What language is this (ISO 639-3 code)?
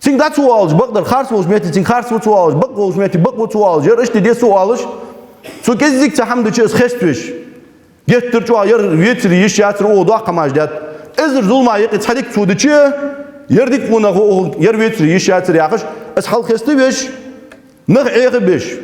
inh